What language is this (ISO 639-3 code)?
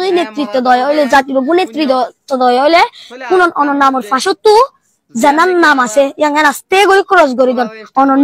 rhg